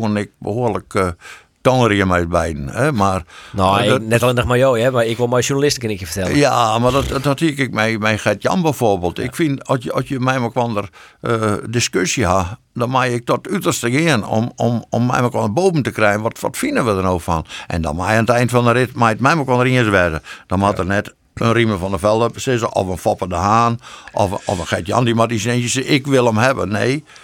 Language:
Western Frisian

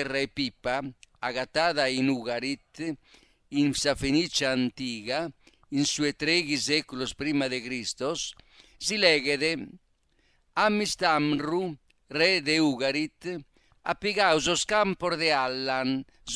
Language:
Sardinian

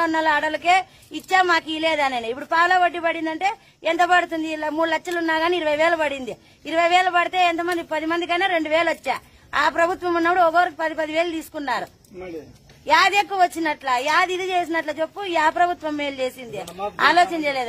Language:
Telugu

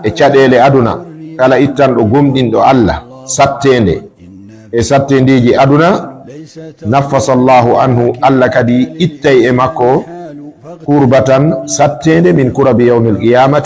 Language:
Fula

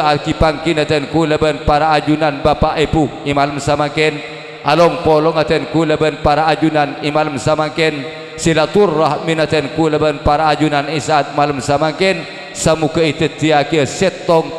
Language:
Madurese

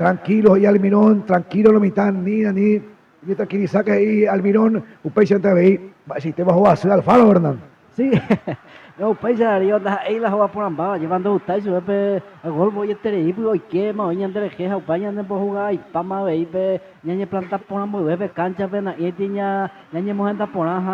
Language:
Guarani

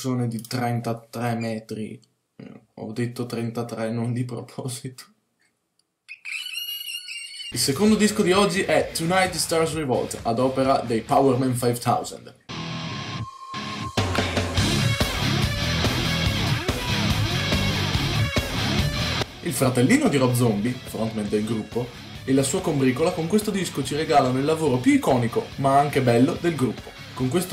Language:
Italian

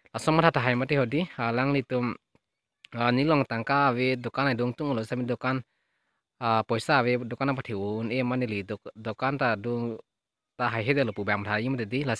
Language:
Karbi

